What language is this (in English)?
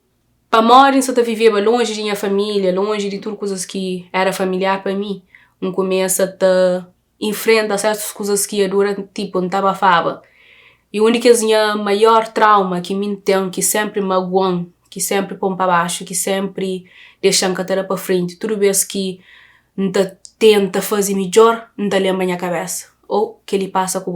Kabuverdianu